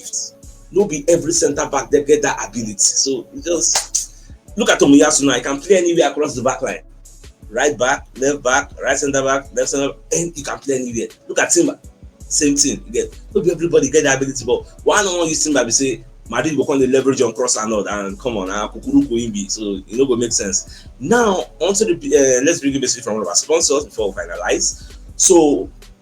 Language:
Nigerian Pidgin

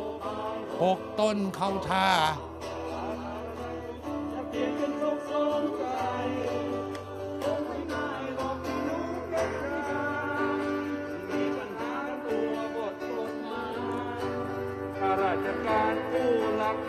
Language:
Thai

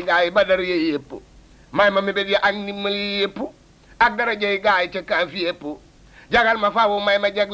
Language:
Wolof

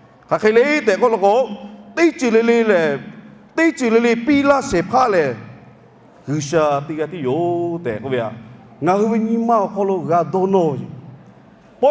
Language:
Lahu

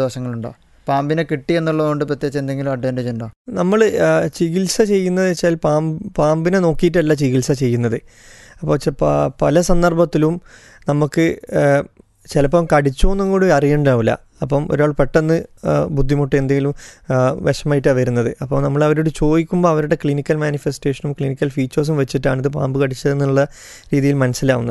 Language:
Malayalam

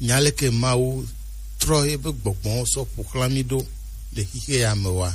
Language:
Gen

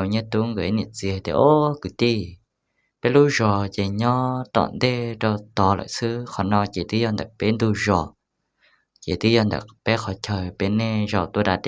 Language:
Hmong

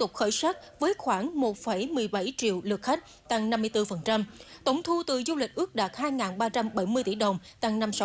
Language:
Vietnamese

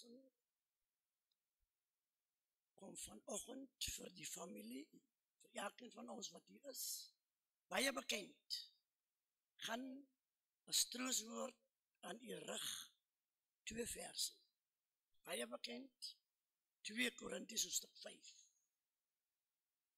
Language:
Afrikaans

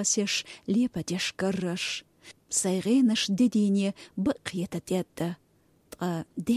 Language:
Chechen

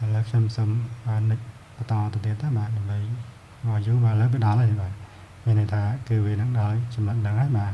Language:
Khmer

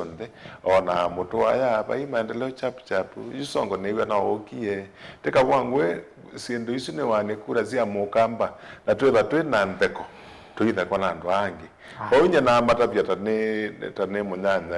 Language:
Kamba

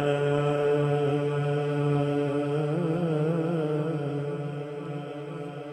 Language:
Hindi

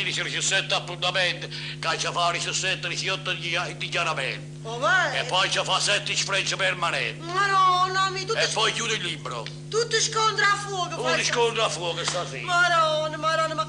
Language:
Neapolitan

